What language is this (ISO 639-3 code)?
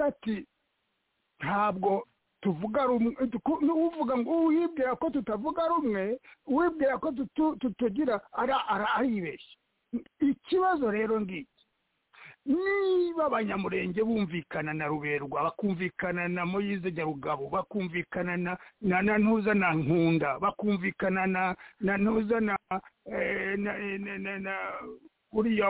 kin